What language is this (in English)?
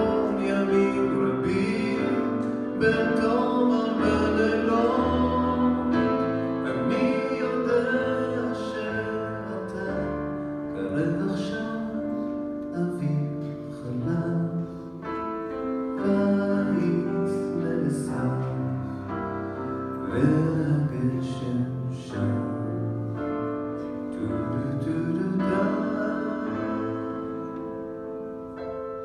Hebrew